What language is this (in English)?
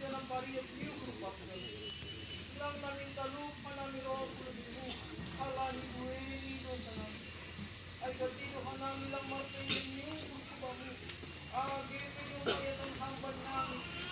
Batak Simalungun